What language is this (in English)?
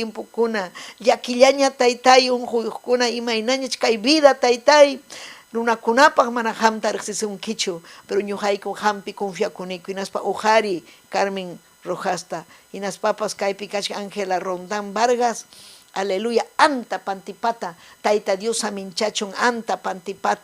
Ayacucho Quechua